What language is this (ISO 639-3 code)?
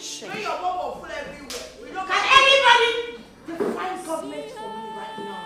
pcm